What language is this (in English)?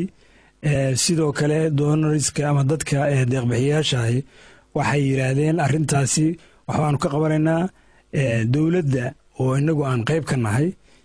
Somali